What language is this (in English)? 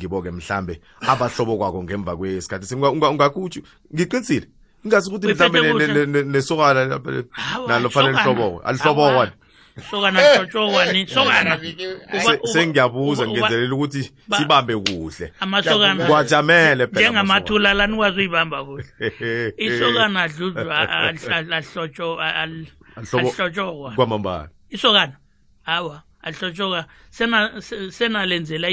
South Ndebele